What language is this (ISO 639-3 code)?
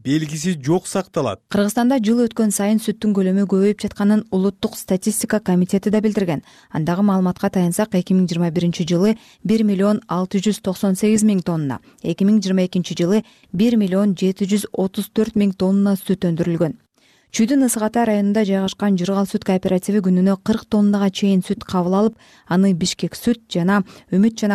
kir